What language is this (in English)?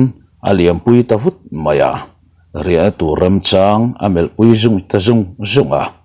Mizo